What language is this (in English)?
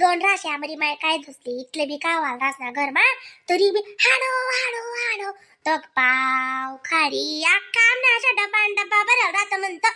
Khandesi